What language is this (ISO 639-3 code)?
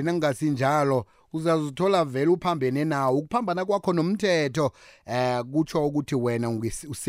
nbl